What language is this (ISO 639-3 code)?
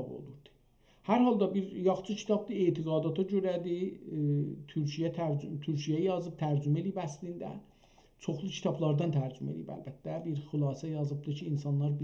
azb